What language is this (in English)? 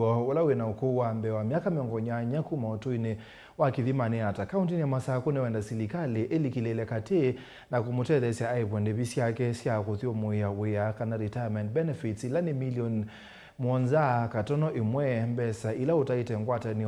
Kamba